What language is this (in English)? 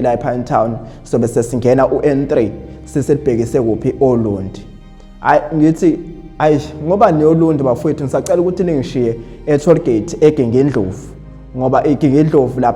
Zulu